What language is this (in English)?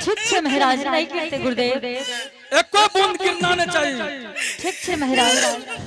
Angika